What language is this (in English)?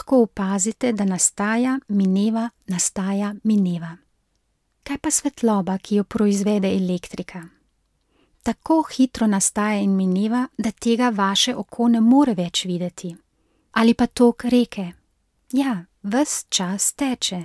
Slovenian